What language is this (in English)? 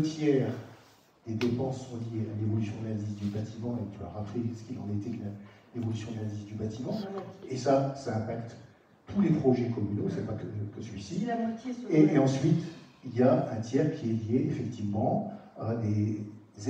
French